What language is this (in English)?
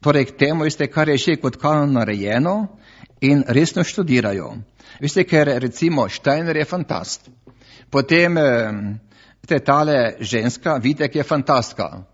Slovenian